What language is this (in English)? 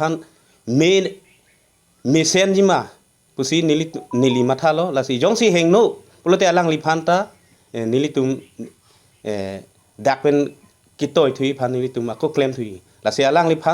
Karbi